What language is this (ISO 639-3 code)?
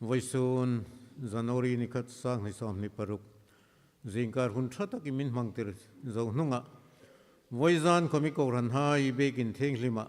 hmr